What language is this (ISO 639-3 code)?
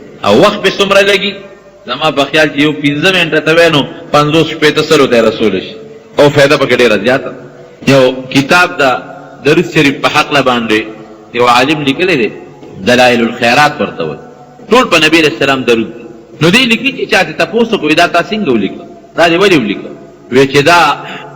pus